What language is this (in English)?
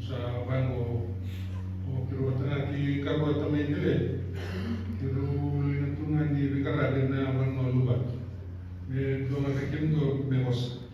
Fijian